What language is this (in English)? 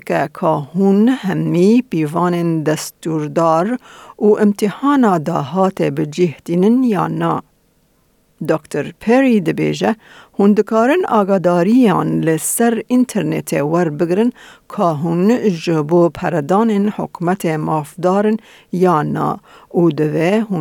Kurdish